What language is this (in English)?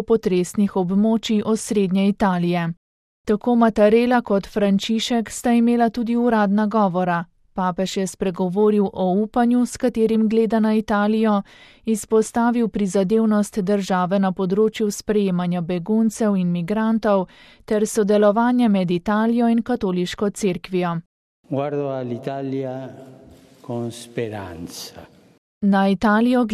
Slovenian